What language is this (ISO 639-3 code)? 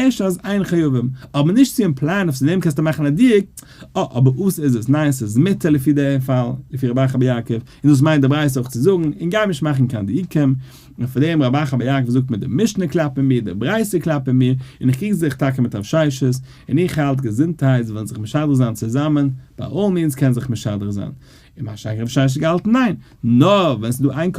yid